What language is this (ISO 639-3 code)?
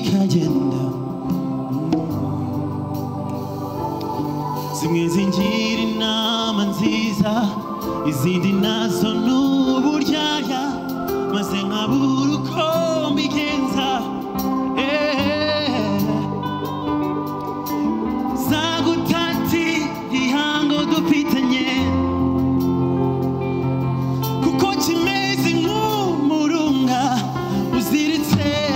kin